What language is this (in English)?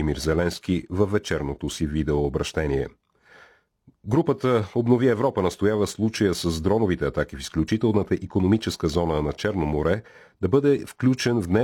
Bulgarian